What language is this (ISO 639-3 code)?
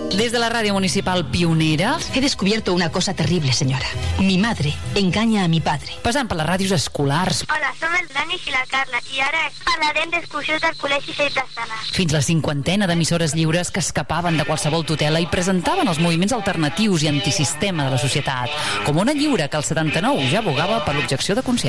cat